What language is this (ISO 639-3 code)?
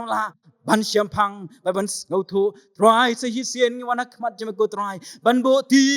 kha